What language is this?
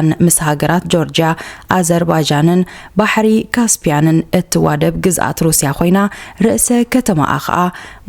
Tigrinya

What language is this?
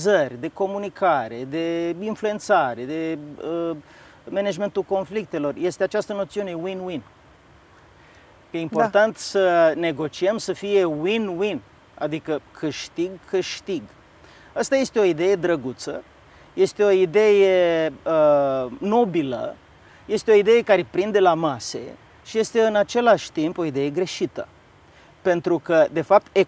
Romanian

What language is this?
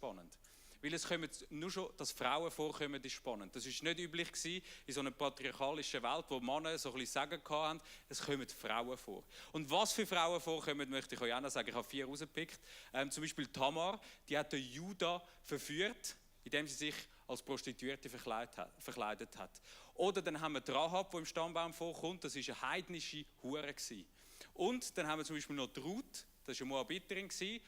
Swiss German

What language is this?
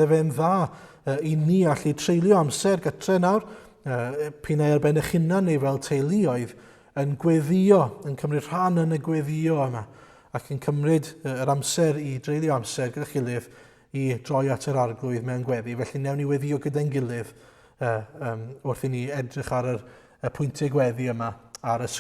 Welsh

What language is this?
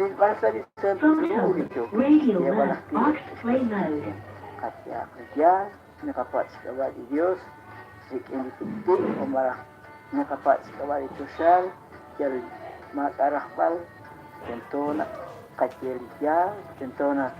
Kekchí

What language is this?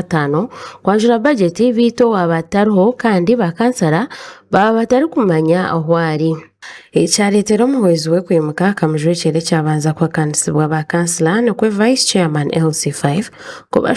Nyankole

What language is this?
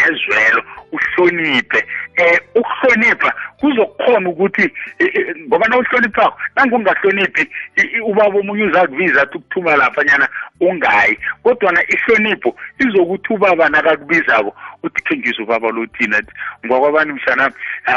South Ndebele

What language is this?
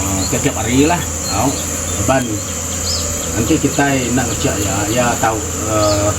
Iban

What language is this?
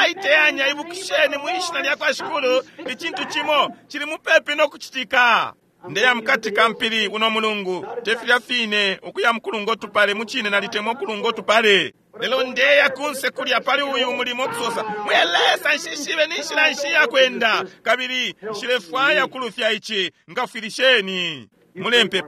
Bemba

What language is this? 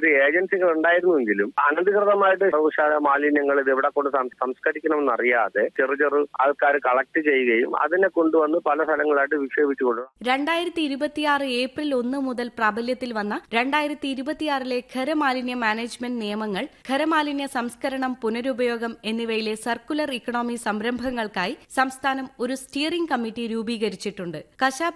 Malayalam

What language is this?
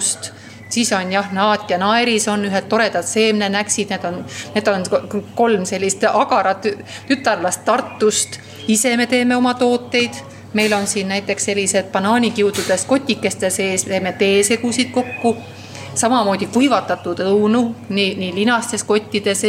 Estonian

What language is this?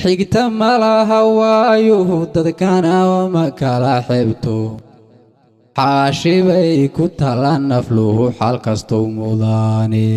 Somali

